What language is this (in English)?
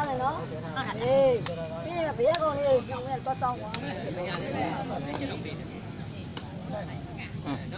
Burmese